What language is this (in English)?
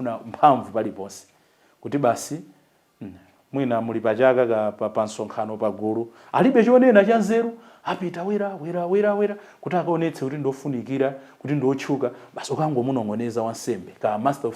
Nyanja